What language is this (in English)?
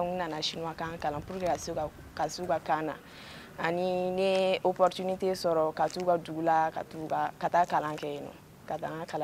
Bambara